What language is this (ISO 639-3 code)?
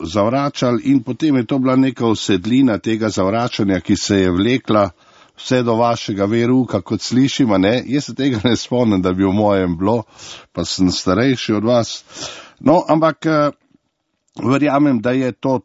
slv